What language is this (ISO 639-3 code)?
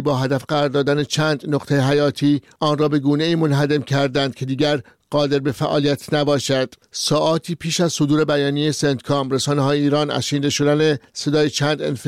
fas